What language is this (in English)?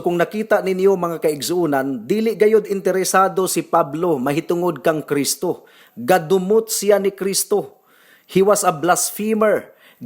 Cebuano